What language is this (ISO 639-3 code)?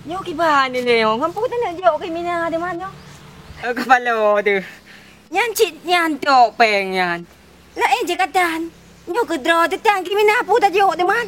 ace